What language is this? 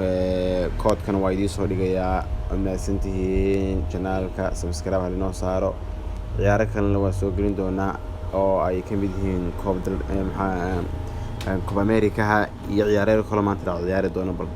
Somali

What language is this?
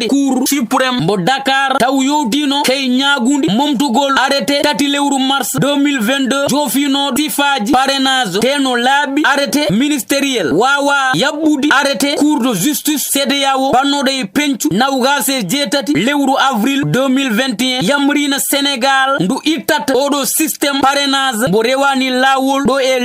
Fula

